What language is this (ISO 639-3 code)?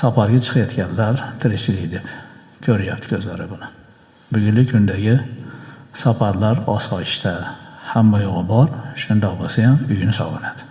uzb